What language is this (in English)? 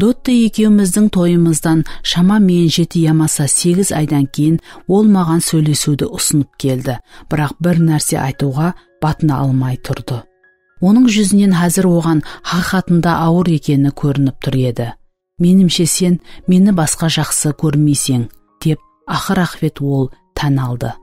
Kara-Kalpak